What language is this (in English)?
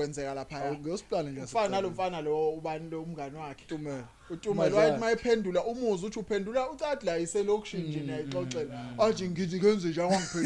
Zulu